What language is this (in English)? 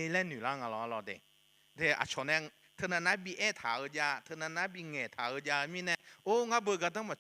Akha